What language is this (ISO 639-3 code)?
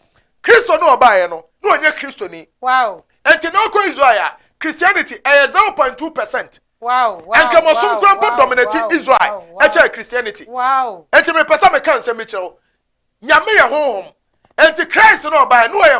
aka